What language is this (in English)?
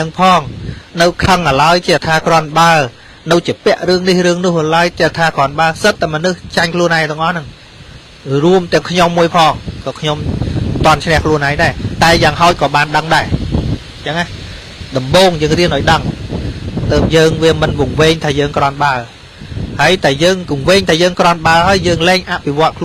Khmer